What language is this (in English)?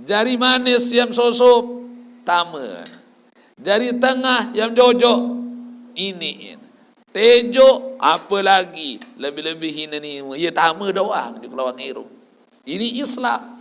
Sasak